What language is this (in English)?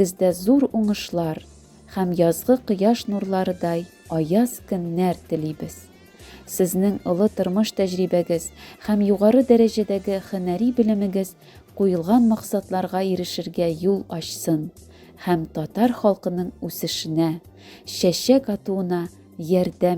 Tatar